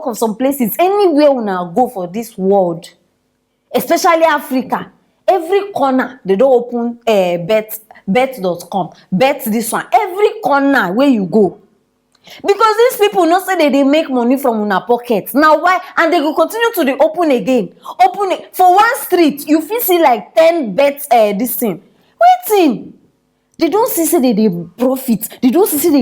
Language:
Nigerian Pidgin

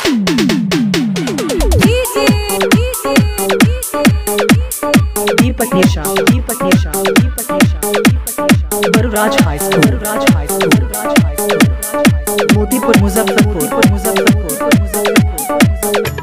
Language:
Bhojpuri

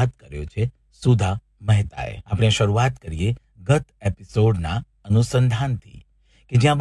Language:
Gujarati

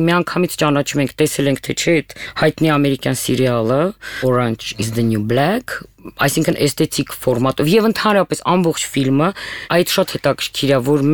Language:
Armenian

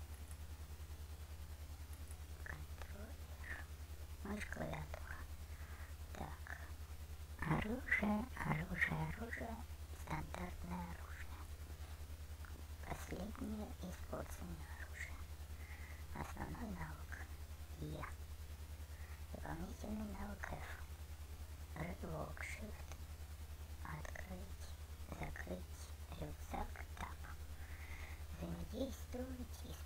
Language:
Russian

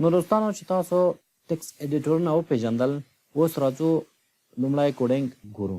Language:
Pashto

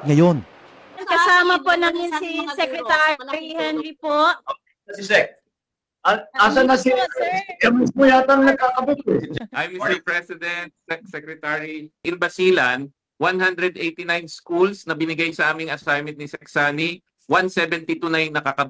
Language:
Filipino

